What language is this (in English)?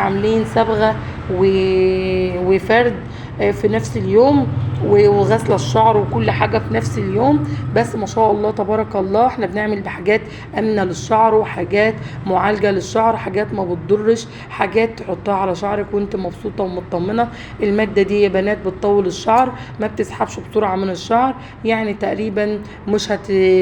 Egyptian Arabic